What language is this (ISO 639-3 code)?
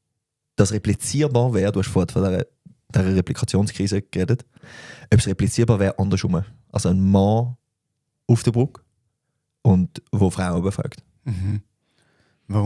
gsw